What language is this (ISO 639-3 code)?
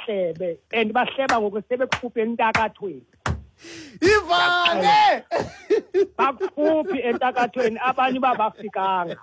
xho